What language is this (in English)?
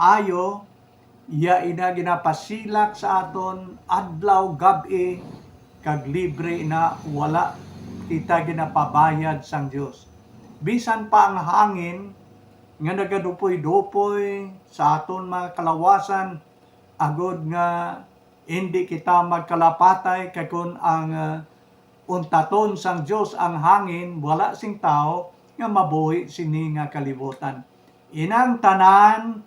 Hiligaynon